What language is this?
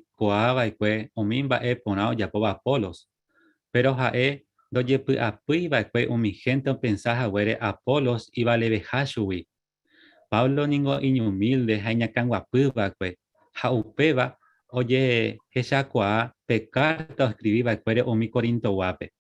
Guarani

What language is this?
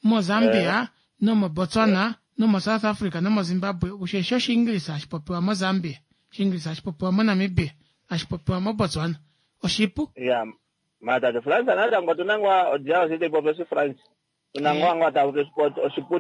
Kuanyama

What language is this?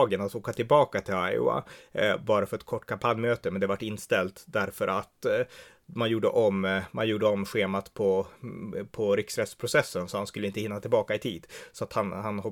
Swedish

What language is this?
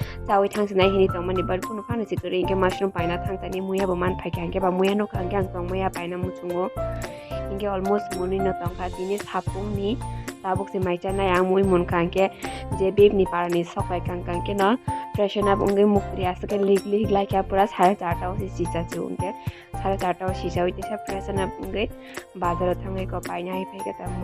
Kok Borok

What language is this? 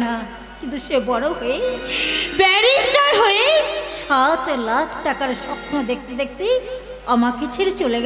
Bangla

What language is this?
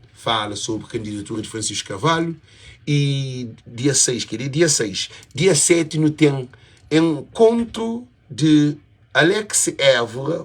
Kabuverdianu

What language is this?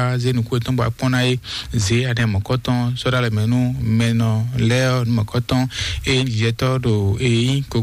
Fon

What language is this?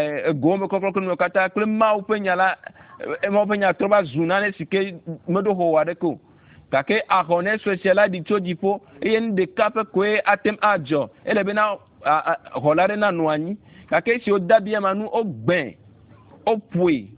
Ewe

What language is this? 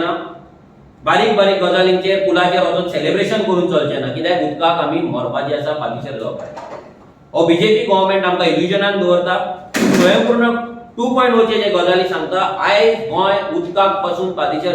Konkani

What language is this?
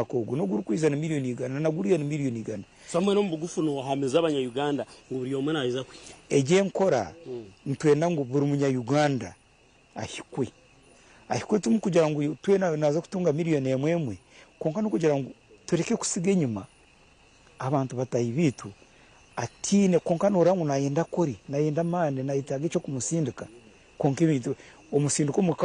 Nyankole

